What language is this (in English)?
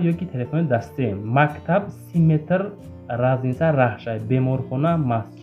Tajik